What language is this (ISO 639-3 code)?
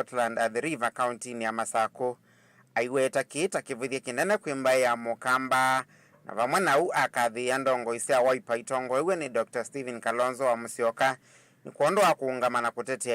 kam